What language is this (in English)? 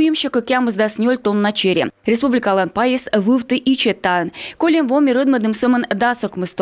Komi